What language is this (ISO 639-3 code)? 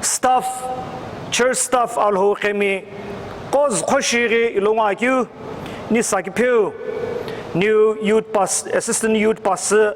nsm